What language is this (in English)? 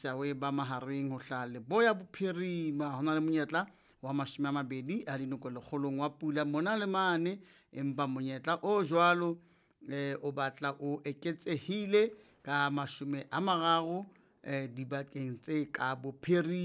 Southern Sotho